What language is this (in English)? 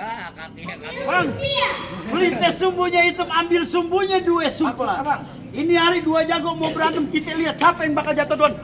Betawi